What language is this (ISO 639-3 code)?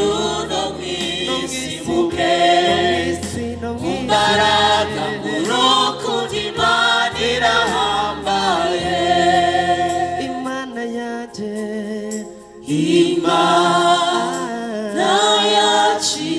kin